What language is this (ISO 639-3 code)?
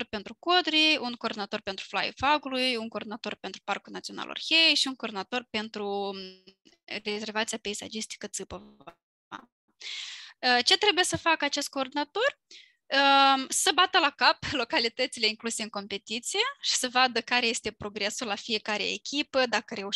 ron